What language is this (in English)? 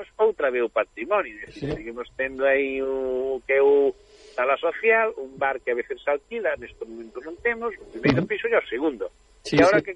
Galician